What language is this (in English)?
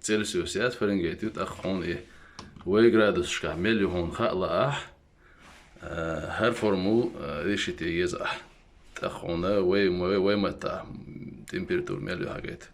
Chechen